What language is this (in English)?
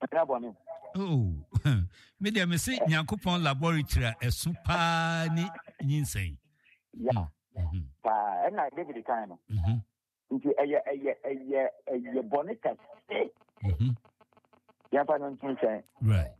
Akan